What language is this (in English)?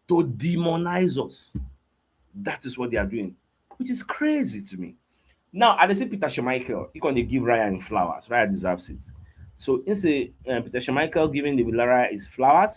Nigerian Pidgin